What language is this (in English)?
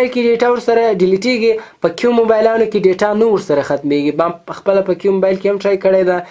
Pashto